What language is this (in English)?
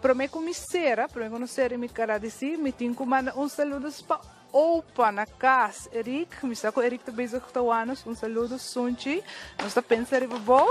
Papiamento